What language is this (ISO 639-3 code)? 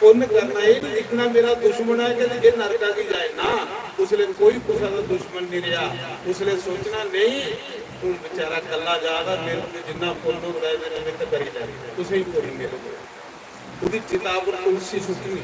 doi